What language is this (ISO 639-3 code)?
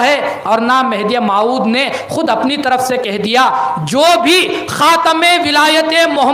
urd